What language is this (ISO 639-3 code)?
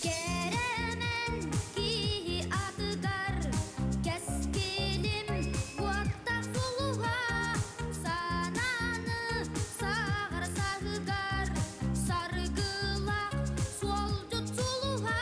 sah